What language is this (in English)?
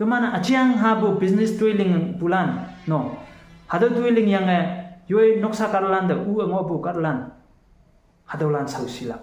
Konyak Naga